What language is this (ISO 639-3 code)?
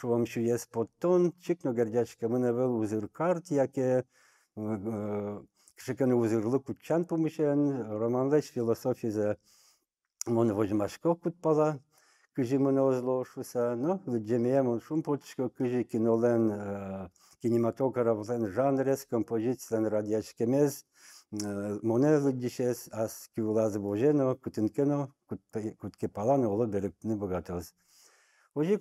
udm